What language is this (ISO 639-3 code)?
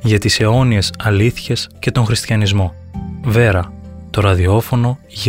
ell